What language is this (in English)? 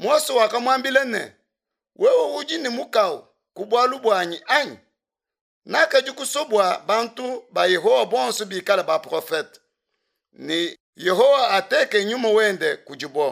Luba-Lulua